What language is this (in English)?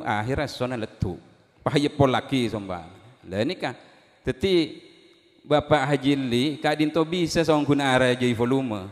Madurese